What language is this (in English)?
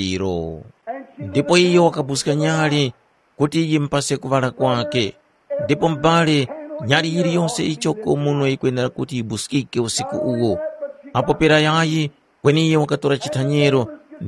Tumbuka